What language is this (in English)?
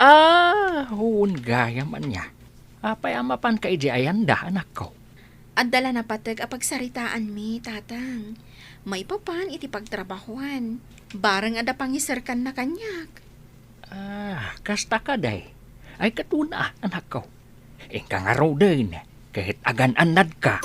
Iloko